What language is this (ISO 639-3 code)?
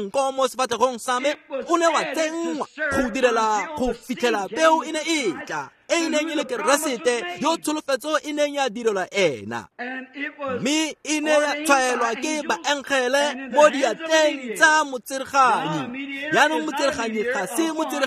tsn